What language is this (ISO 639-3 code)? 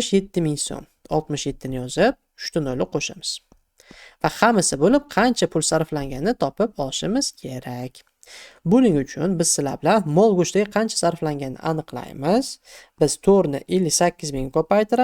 uzb